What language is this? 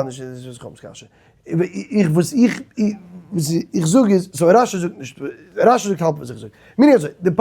Yiddish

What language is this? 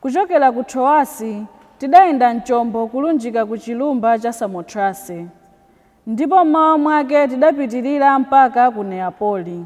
Nyanja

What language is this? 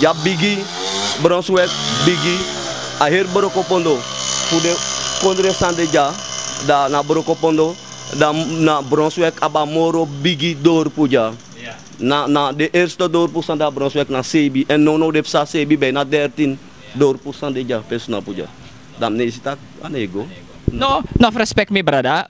Sranan Tongo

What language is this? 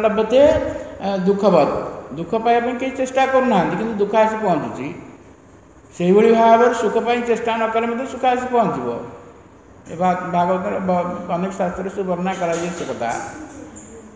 Odia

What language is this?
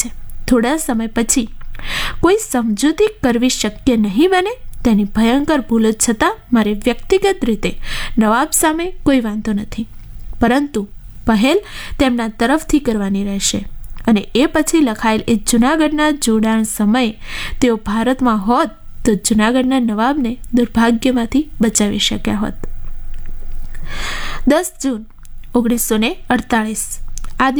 Gujarati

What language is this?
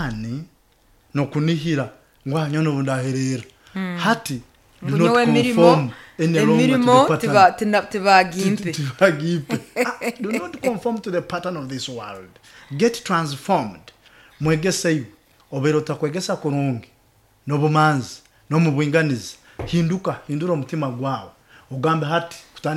Nyoro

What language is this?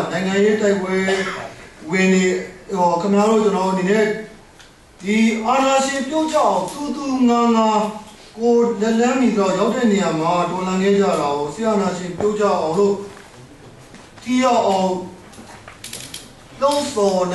Burmese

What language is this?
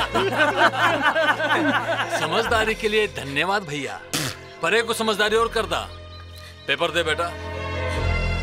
Bhojpuri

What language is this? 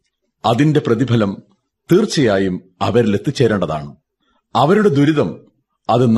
Malayalam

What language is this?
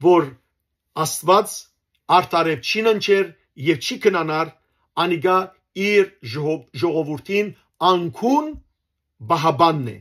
Western Armenian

